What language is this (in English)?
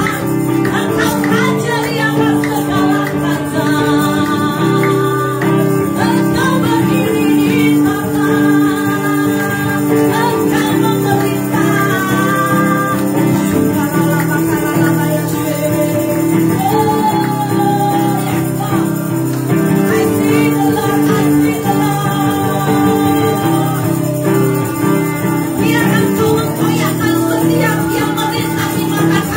Malay